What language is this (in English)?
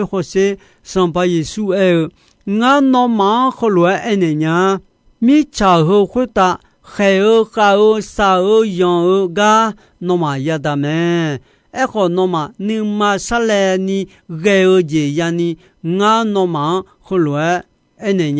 Akha